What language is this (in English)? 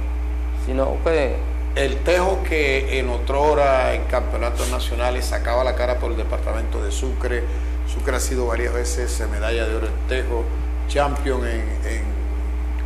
Spanish